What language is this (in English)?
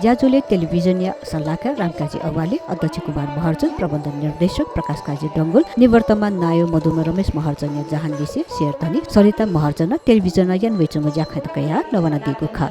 Newari